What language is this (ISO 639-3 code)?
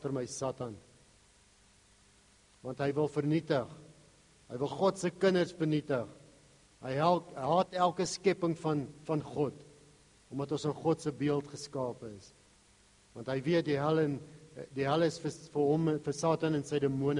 afr